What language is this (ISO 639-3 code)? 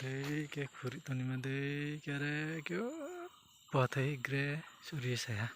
ria